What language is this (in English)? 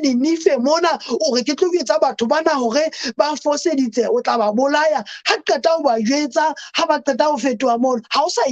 Southern Sotho